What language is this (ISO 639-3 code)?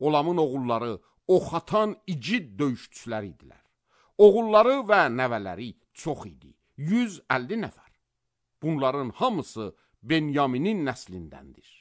aze